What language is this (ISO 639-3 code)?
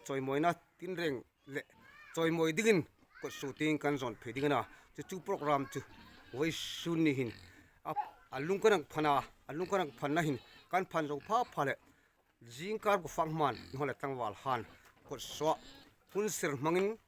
hmr